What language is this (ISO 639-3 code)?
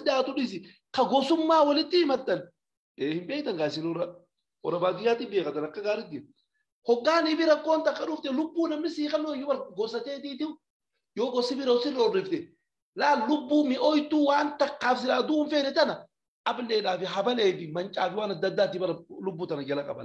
orm